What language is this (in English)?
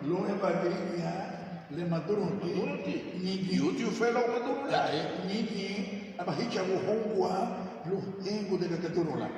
Garifuna